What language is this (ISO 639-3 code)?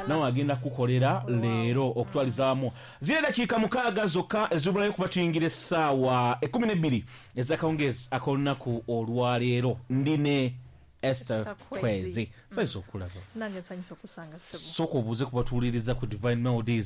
lug